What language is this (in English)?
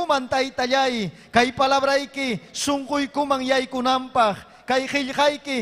Ayacucho Quechua